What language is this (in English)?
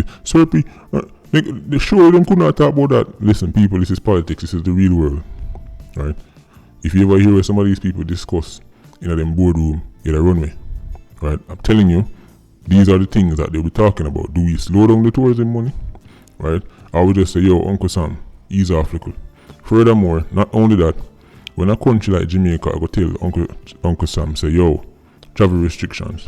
Jamaican Creole English